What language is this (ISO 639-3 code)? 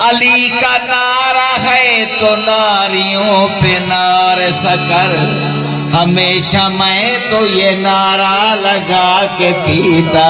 skr